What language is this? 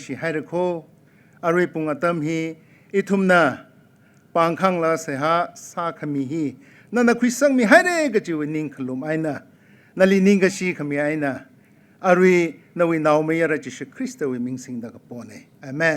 Tangkhul Naga (India)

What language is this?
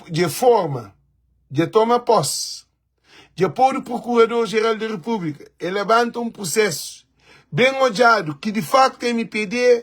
Kabuverdianu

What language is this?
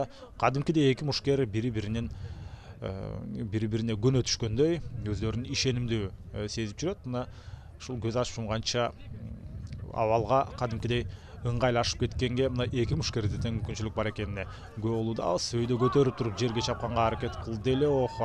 Kyrgyz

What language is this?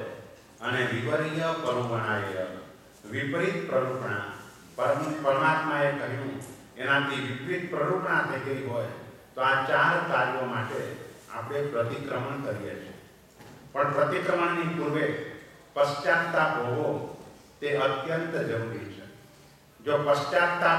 Gujarati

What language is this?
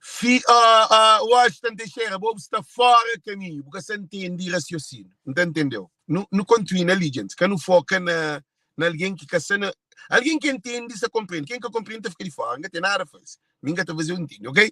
Kabuverdianu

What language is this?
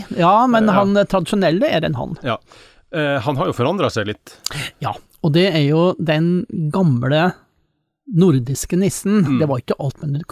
Norwegian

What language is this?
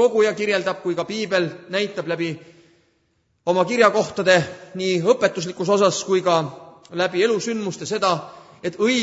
Estonian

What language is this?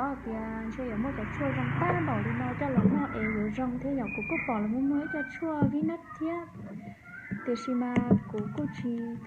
Hmong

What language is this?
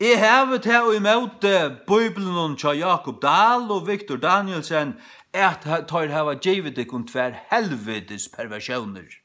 Faroese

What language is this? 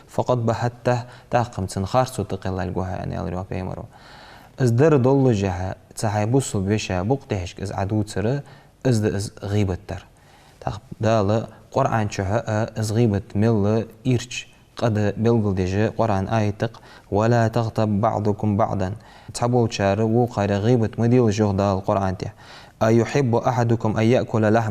Ingush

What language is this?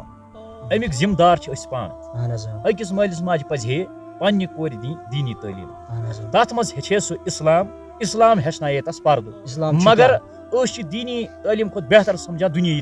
Kashmiri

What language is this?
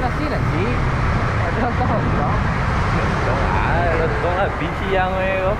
Minangkabau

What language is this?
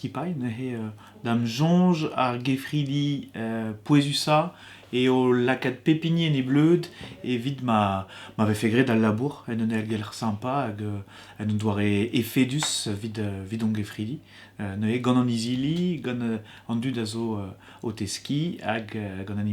Breton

